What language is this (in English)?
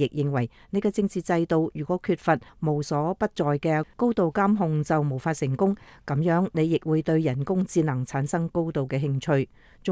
Cantonese